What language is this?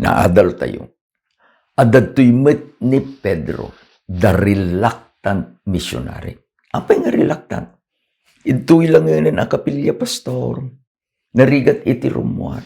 Iloko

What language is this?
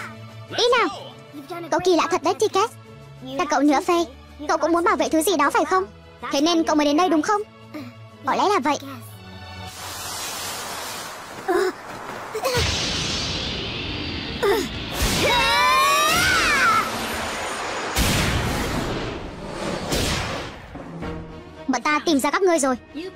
Vietnamese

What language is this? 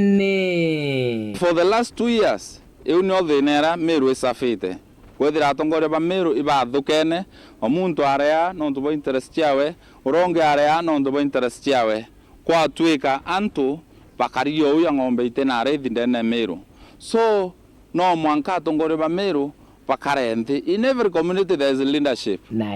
Meru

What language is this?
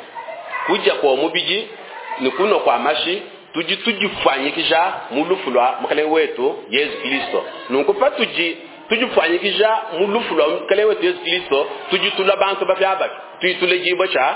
Luba-Lulua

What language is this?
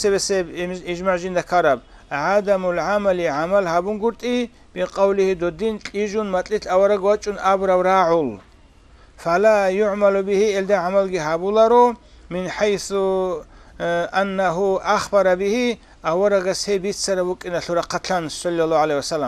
Avaric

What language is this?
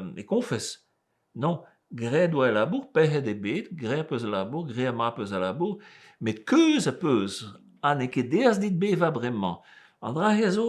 Breton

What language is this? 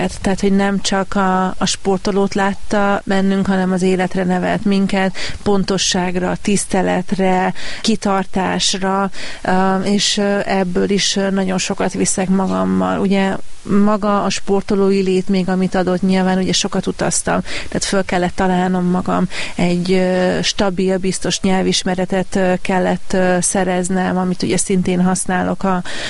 Hungarian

